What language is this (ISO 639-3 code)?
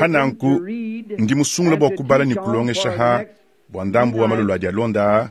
lua